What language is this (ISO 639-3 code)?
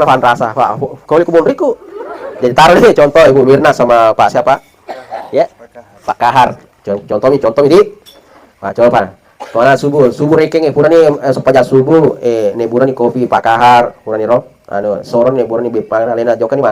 bug